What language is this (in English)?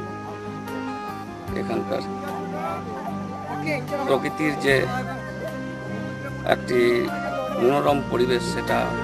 Bangla